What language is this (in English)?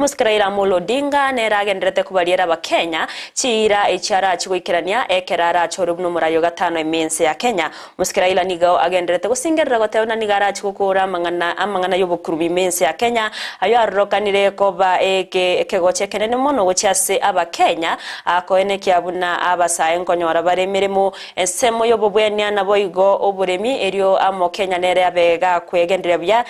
Gusii